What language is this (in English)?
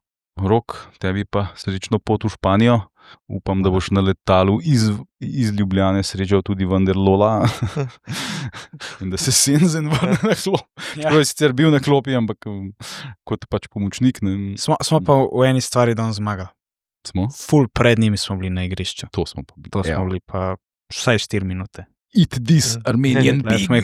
Slovenian